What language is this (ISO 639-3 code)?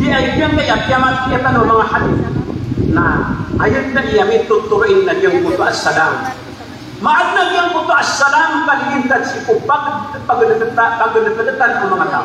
mrw